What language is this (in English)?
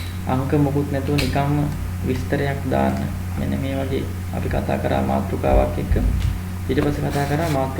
Sinhala